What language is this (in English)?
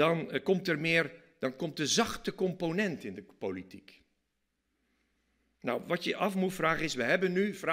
Dutch